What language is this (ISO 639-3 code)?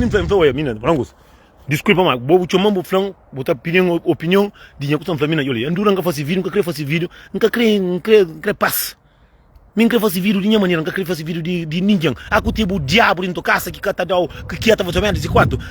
kea